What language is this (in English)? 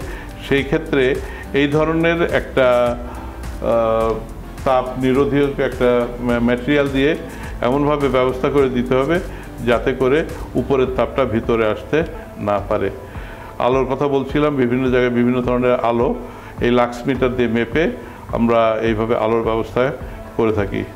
Bangla